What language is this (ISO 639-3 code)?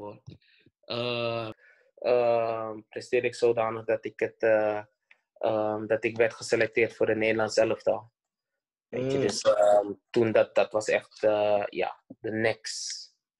nld